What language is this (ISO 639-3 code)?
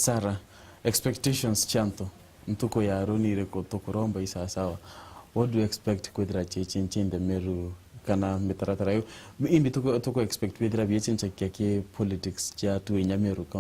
mer